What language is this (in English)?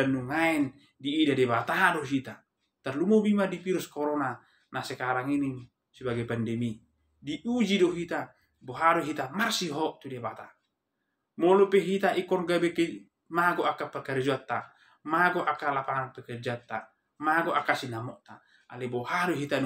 Batak Toba